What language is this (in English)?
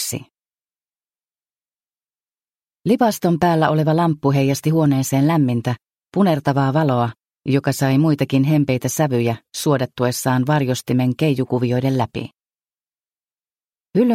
Finnish